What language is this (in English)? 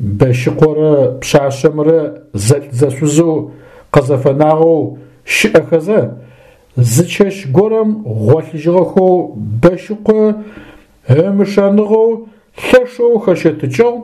Adyghe